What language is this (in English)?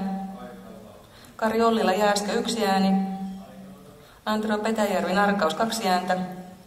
Finnish